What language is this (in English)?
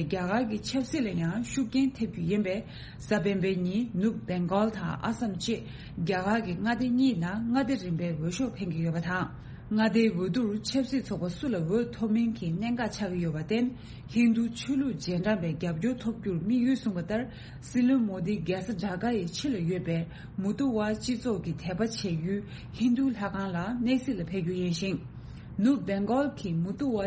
Tibetan